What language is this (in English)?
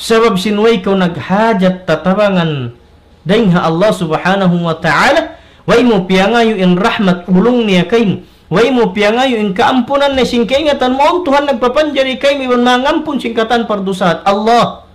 Tausug